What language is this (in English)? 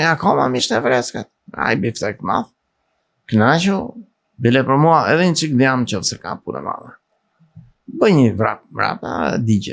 Albanian